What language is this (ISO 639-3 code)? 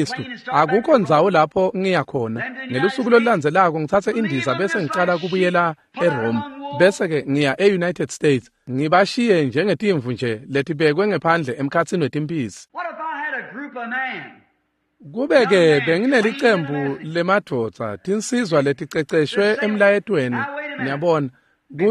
ssw